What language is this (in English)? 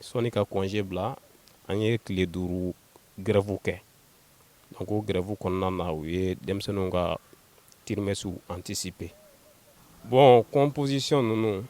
Bambara